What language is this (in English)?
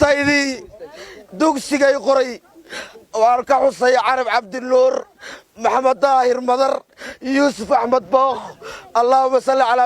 Somali